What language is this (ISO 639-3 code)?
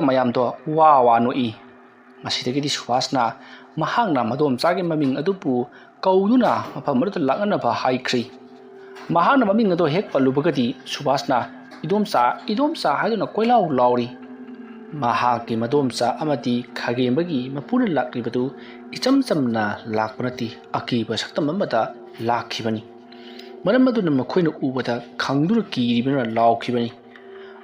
mni